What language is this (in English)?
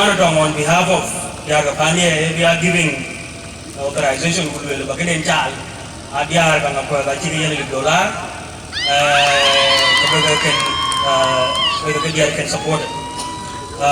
Dinka